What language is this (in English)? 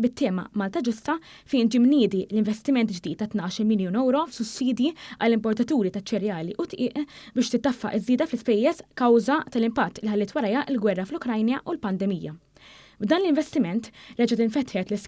Maltese